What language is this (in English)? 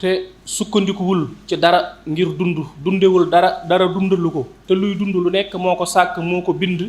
Wolof